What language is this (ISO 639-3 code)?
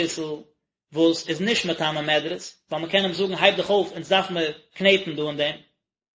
yid